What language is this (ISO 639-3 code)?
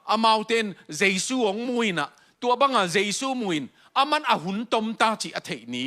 ctd